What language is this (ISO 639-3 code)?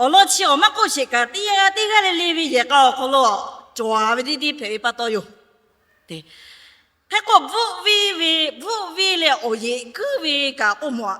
lhu